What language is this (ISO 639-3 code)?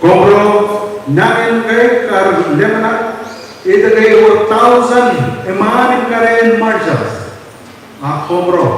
mah